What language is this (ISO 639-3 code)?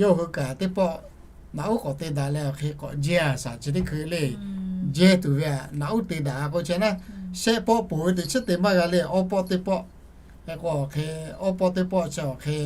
lhu